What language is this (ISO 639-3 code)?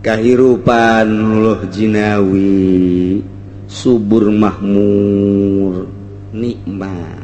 sun